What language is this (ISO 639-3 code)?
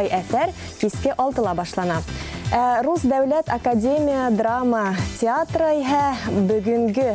bak